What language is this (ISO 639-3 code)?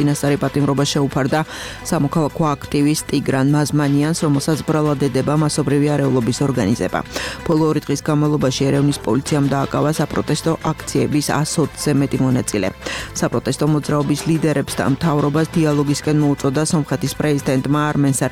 kat